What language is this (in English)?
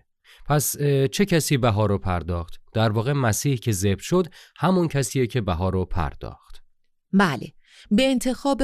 Persian